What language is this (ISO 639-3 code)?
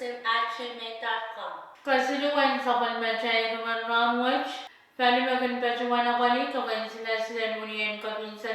pon